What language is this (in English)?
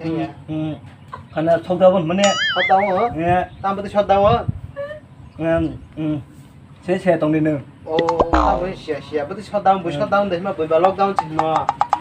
Kok Borok